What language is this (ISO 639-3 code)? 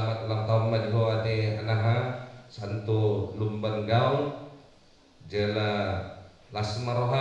bbc